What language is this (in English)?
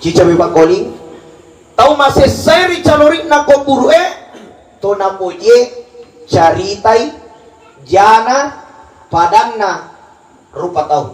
Buginese